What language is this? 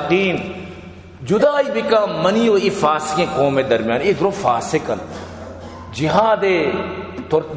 Baluchi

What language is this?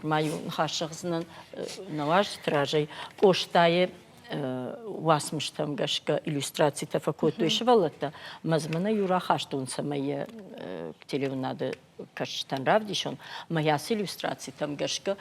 Ossetic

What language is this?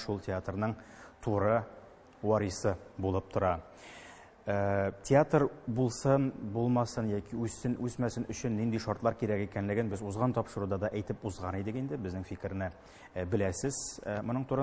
Tatar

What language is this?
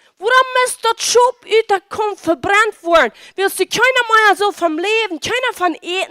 Plautdietsch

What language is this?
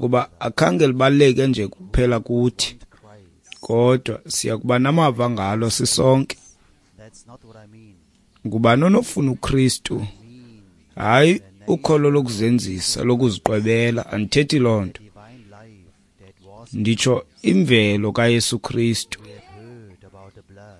Xhosa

